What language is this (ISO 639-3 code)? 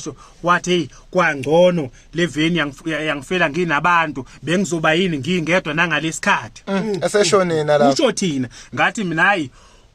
zul